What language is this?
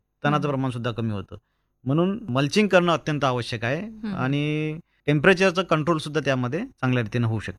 Marathi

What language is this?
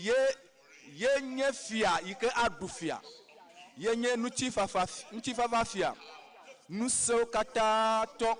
Ewe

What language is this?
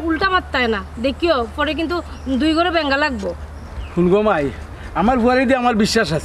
Sylheti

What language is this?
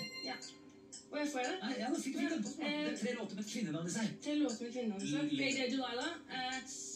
Norwegian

